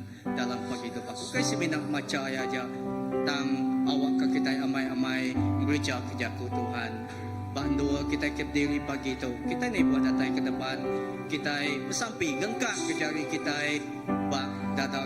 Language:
Iban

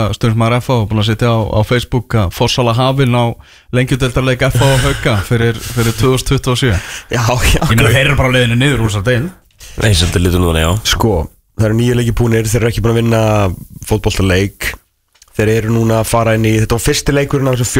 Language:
Icelandic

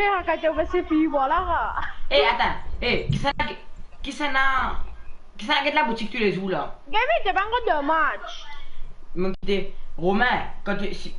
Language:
Morisyen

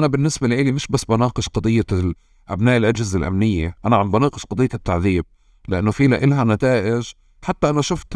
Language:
North Levantine Arabic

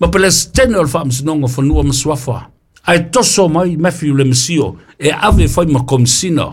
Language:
Samoan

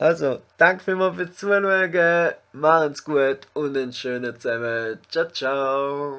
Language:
Swiss German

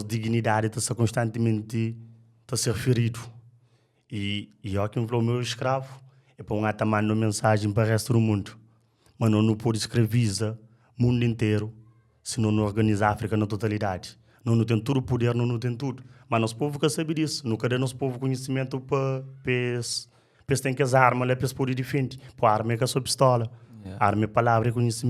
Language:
Kabuverdianu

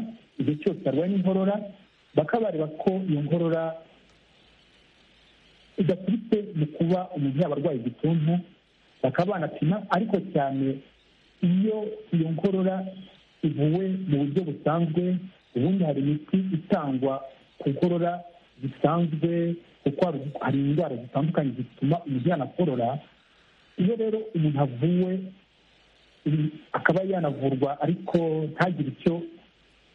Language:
Kinyarwanda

